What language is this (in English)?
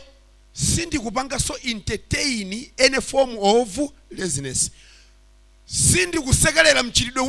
Nyanja